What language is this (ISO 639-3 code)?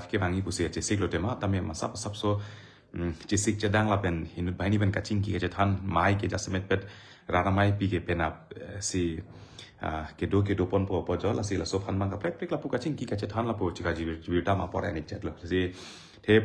mjw